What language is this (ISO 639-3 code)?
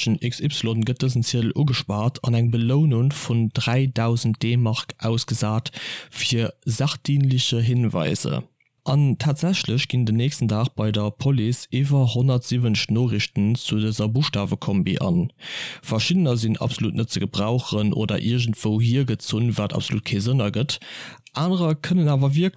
ltz